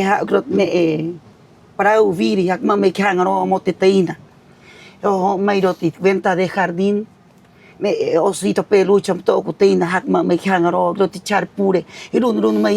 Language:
Rapanui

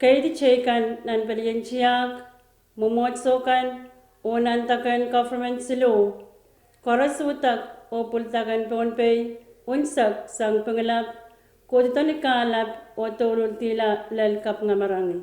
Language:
Pohnpeian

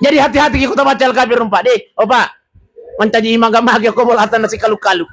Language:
Buginese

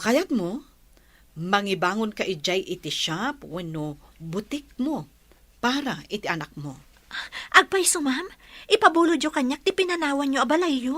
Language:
Iloko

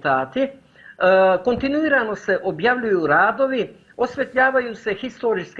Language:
Bosnian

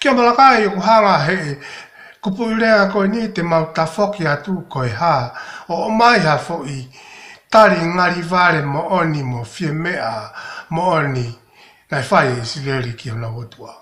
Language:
Tongan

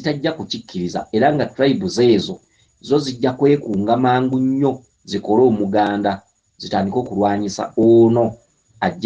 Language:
Ganda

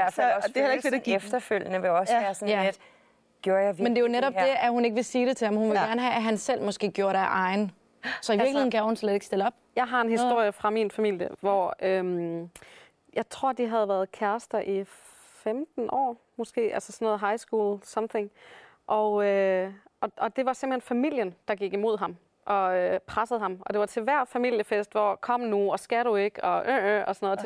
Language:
Danish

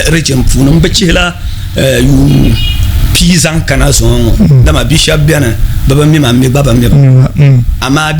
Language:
Dagbani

